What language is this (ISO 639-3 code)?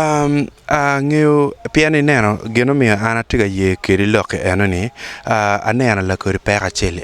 ach